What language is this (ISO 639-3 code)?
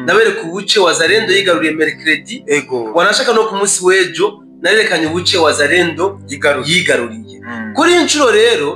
run